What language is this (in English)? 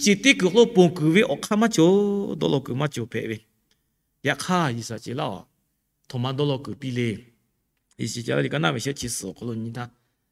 Lahu